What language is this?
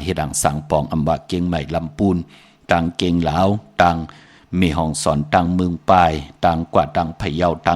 Shan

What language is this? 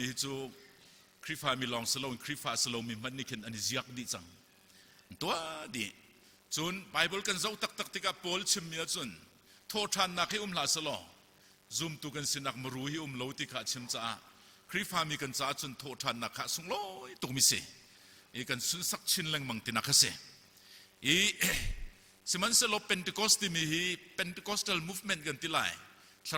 Hakha Chin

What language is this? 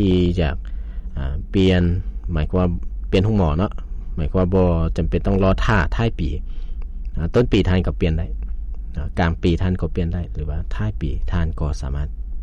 Lao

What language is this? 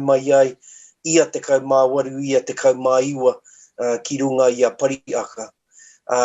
Māori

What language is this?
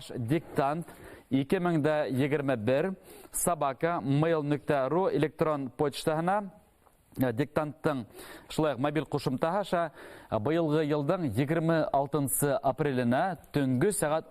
Bashkir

